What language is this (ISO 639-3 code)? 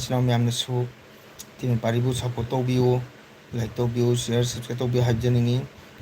mni